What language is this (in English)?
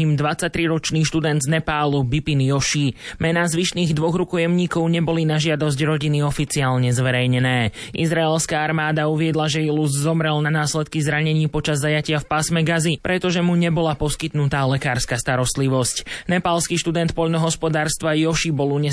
Slovak